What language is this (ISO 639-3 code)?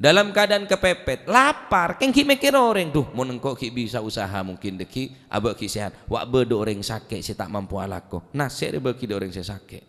mad